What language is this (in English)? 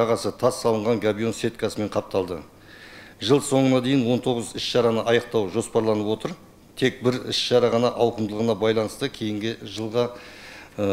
Kazakh